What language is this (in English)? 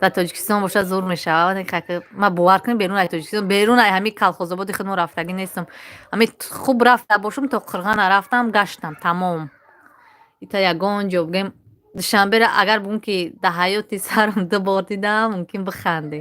Tajik